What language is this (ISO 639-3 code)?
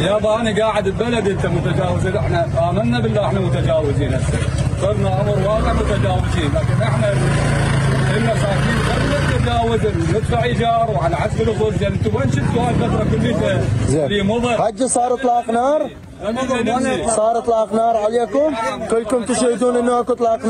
acm